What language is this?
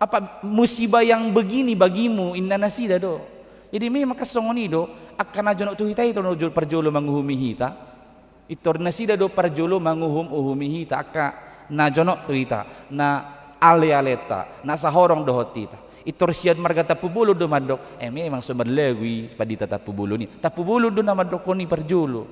Batak Toba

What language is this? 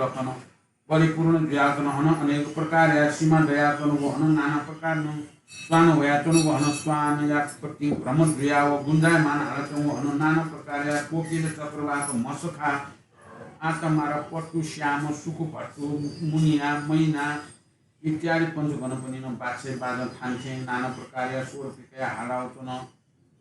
Newari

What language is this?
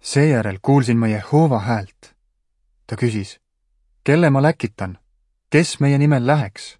Estonian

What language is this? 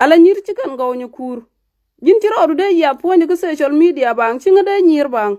Nuer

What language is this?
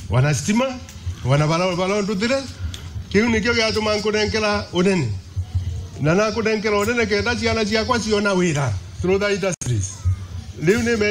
Meru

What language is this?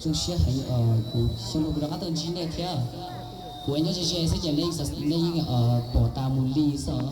Hmong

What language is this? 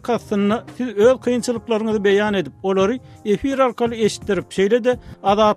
Turkmen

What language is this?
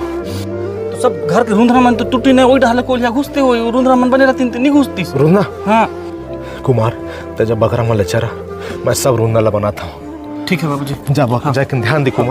Chhattisgarhi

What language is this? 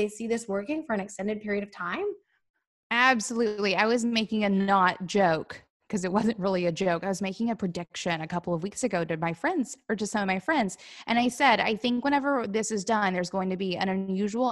English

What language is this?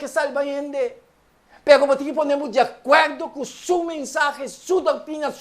Papiamento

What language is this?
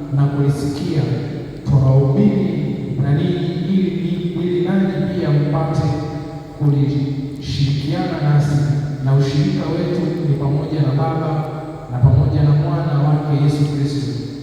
Swahili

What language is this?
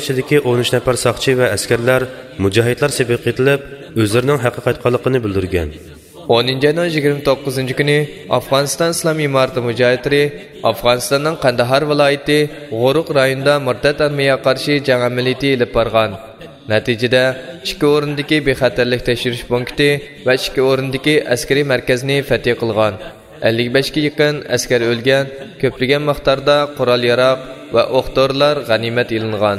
Uyghur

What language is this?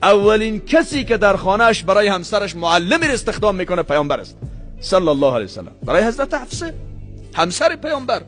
Tajik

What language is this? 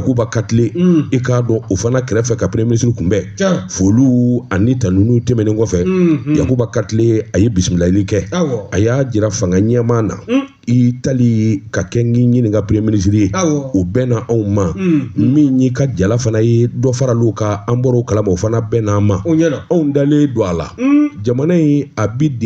Bambara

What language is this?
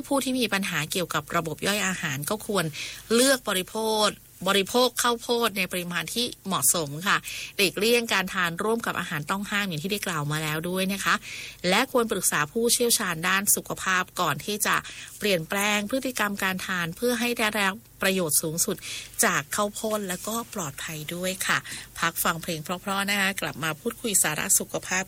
Thai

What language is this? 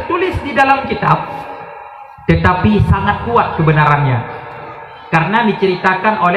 Achinese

